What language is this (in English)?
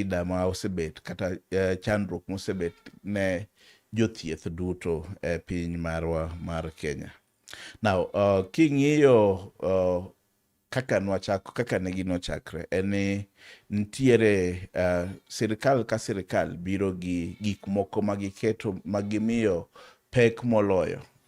Luo (Kenya and Tanzania)